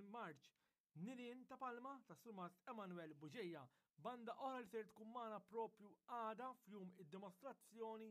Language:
Maltese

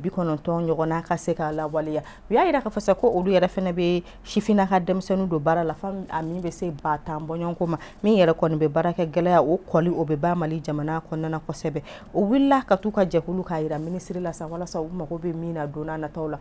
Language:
Bambara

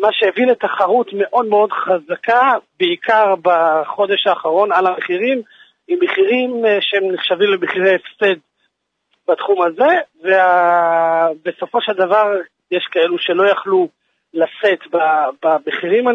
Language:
Hebrew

